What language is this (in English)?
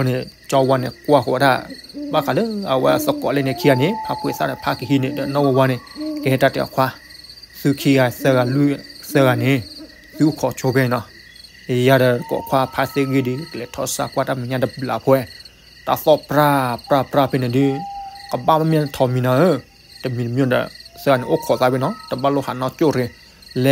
S'gaw Karen